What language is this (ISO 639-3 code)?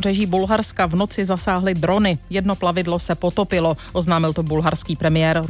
ces